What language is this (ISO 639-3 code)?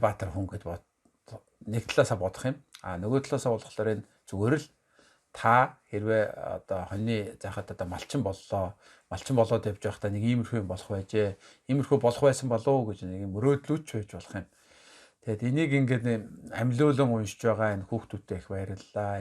mon